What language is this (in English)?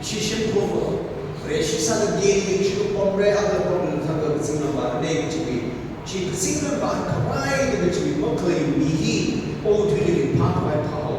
Tangkhul Naga (India)